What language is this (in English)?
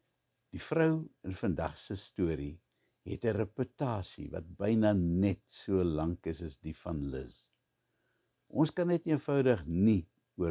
Afrikaans